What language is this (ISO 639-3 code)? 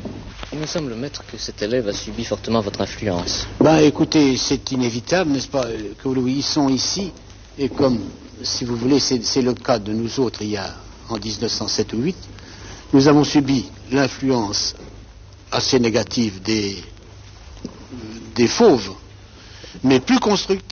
fra